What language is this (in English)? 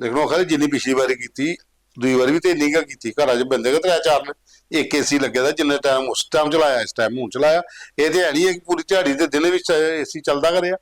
Dogri